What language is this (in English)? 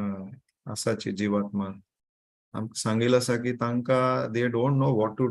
Konkani